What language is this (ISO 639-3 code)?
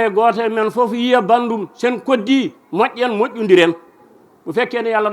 ful